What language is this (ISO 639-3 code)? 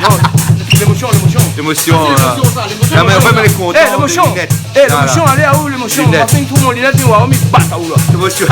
rcf